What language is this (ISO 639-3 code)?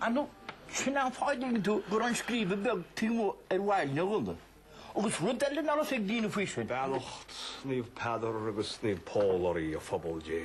gle